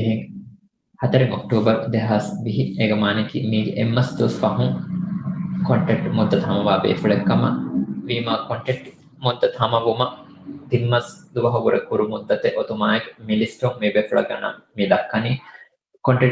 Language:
Divehi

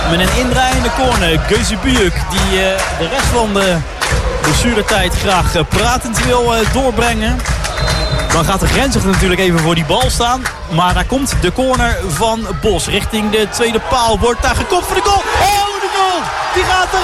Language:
Dutch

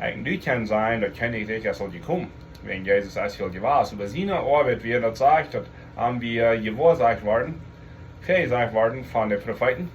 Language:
Plautdietsch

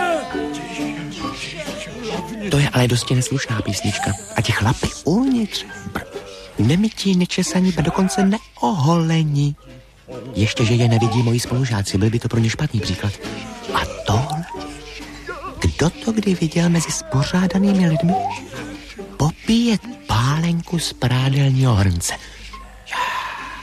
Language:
Czech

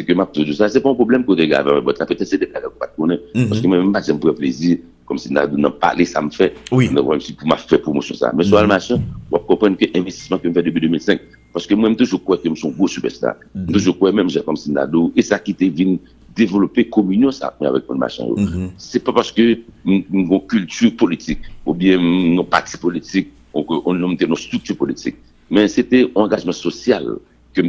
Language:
Haitian Creole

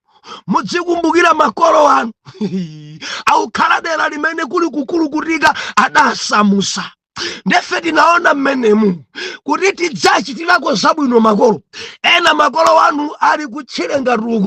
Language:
Nyanja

